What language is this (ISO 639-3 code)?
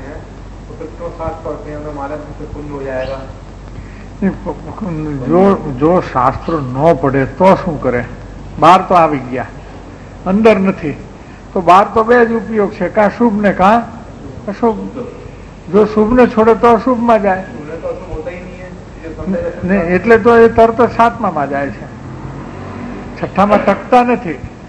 guj